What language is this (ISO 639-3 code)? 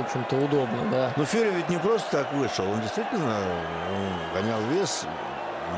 rus